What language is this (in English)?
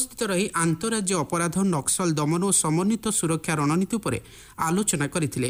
Odia